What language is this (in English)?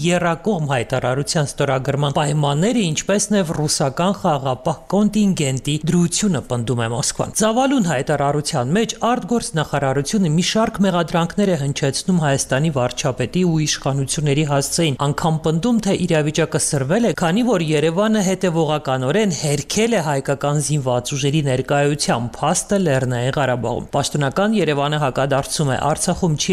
Armenian